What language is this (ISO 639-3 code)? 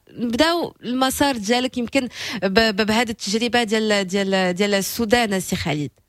ary